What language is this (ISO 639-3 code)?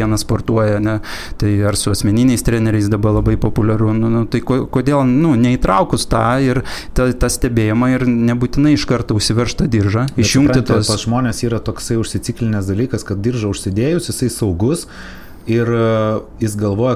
lit